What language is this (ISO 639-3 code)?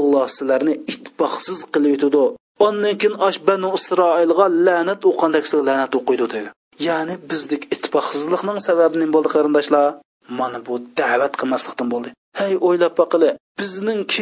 uig